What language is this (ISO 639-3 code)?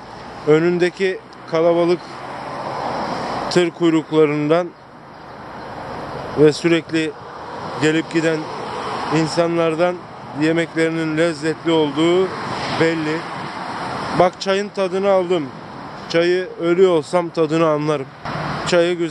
tur